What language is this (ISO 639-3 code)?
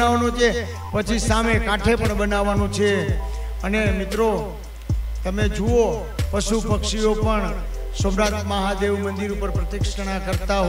guj